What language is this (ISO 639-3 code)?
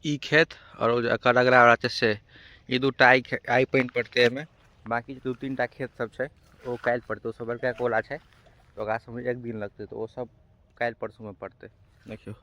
mai